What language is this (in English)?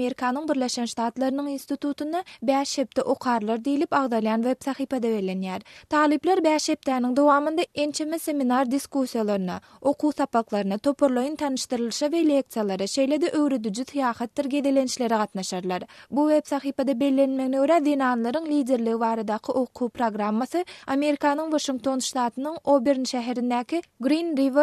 Turkmen